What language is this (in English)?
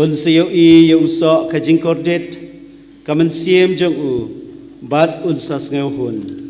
Khasi